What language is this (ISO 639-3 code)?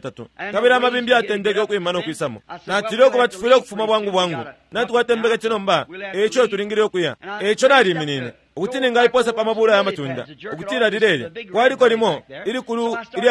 bem